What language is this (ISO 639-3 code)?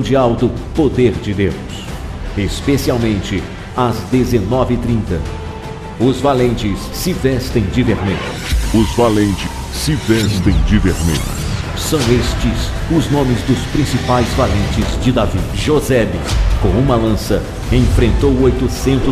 por